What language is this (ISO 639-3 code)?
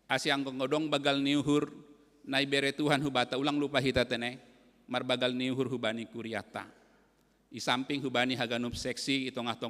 bts